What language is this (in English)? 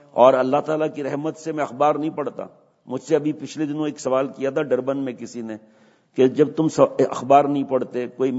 Urdu